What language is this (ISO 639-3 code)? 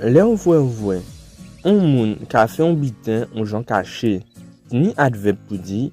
gcf